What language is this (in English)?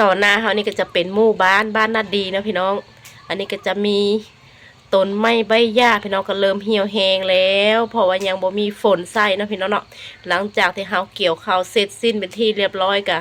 Lao